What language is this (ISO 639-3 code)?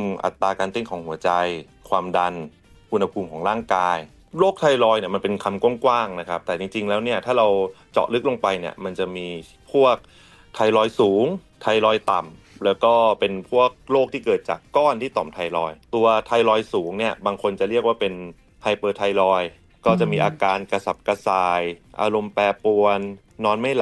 tha